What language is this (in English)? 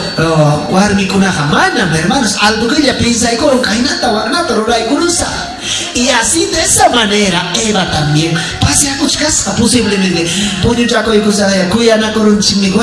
Ayacucho Quechua